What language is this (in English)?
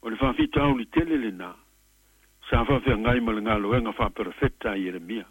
Samoan